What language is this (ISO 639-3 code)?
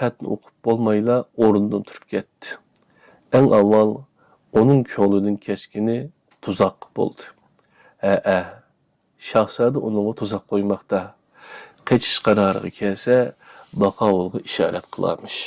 uig